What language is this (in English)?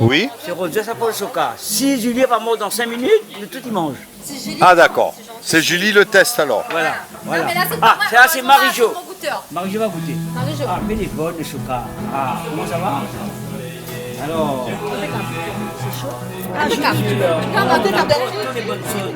Réunion Creole French